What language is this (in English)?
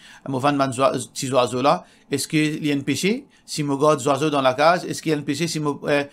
Morisyen